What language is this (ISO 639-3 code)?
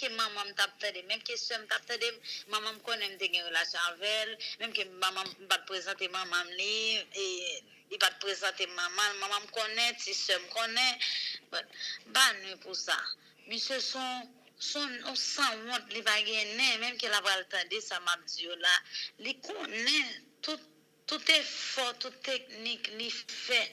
hat